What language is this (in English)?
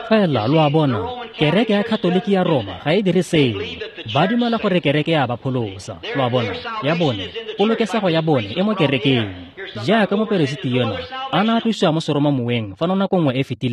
Tswana